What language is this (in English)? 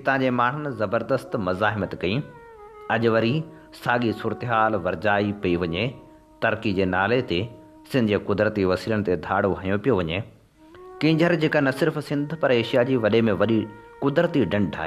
Sindhi